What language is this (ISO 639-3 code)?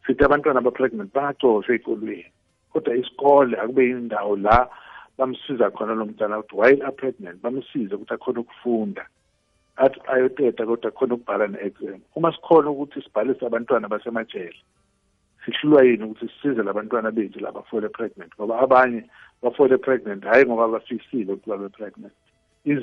nbl